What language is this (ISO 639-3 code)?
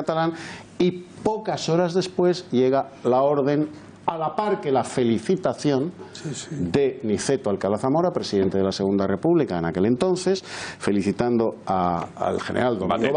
spa